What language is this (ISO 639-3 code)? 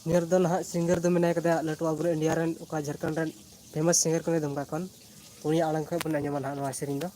sat